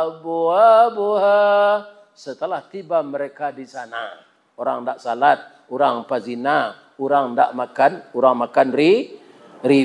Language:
Minangkabau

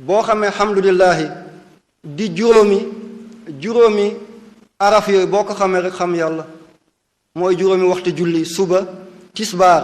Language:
Wolof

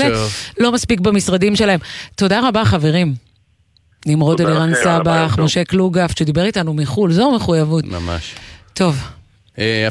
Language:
Hebrew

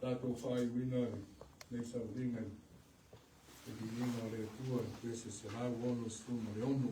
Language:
Samoan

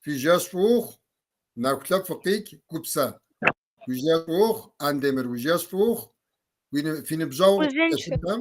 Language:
Kabardian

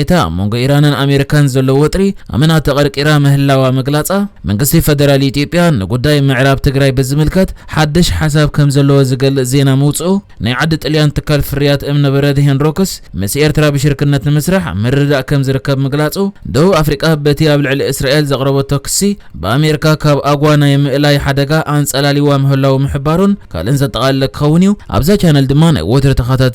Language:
Tigrinya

